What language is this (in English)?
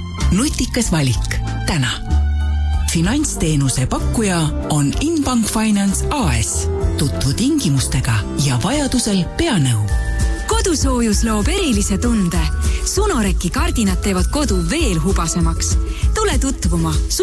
Estonian